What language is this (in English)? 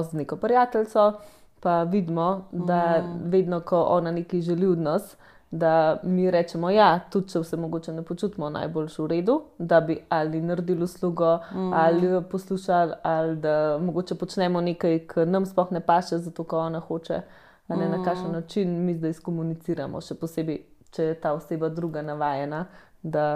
Slovenian